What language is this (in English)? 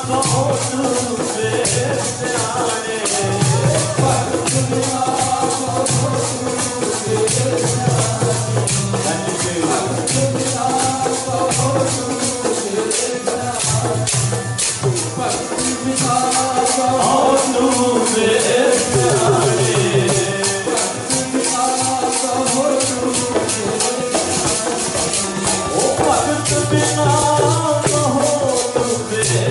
Punjabi